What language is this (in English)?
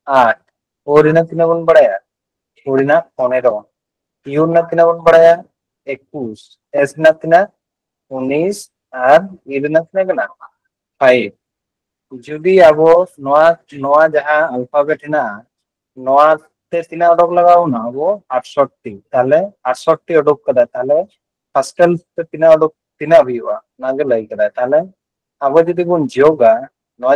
Santali